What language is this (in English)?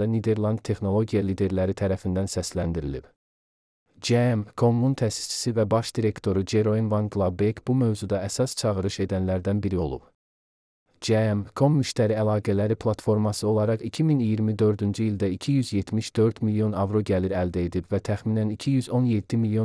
Azerbaijani